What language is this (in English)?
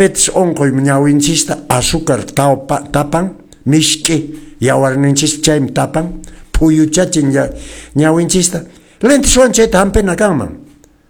Quechua